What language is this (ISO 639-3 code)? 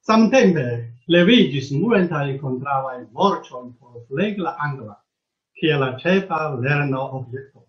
epo